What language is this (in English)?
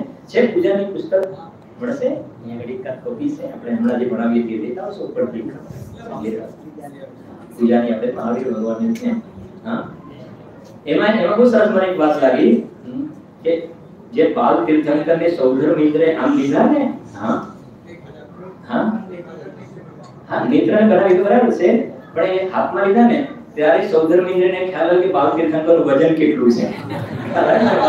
Gujarati